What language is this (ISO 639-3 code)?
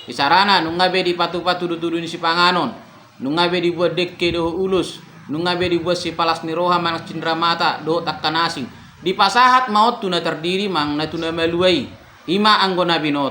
bbc